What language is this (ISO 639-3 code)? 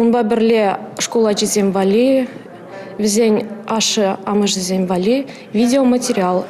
chv